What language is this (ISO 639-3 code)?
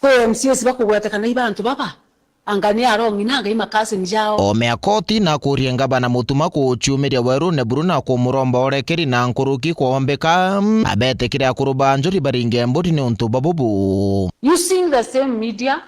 mer